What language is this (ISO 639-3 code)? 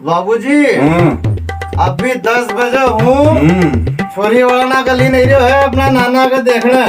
raj